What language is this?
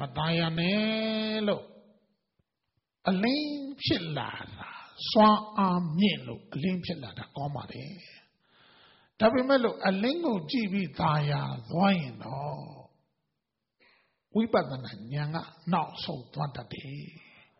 Burmese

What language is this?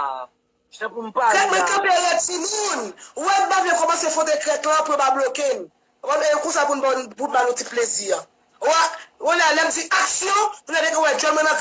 Haitian Creole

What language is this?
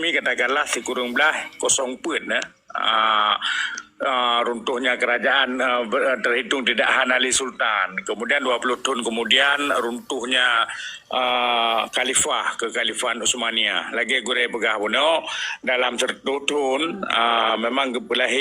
Achinese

